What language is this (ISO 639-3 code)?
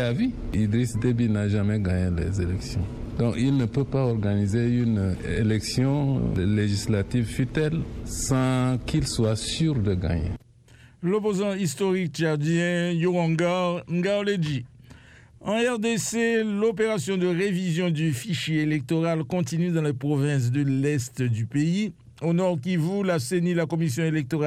fra